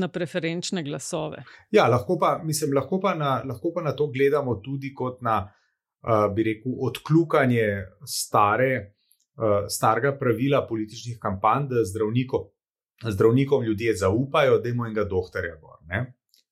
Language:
Slovenian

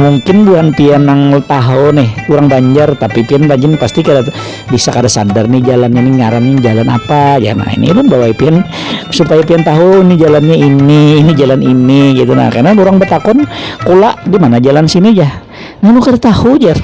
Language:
Banjar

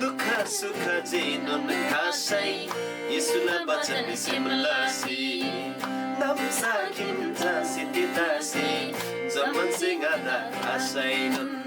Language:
Eastern Tamang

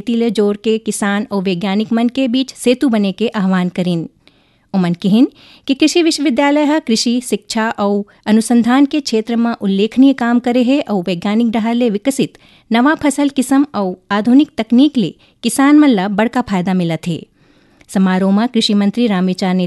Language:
Chhattisgarhi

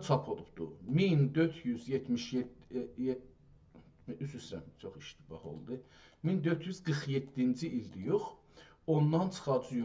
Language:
South Azerbaijani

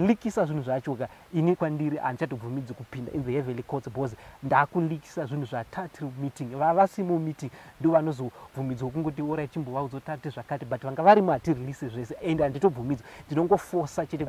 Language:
Shona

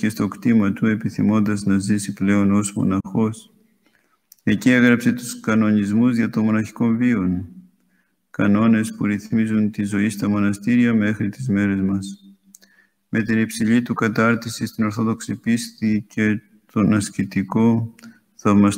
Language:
Greek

